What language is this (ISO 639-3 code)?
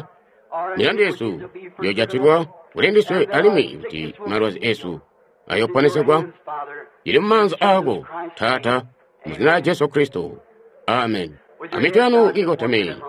toi